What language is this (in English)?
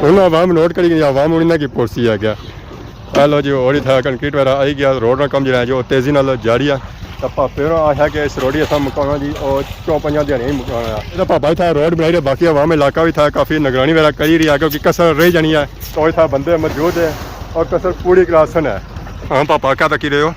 Pahari-Potwari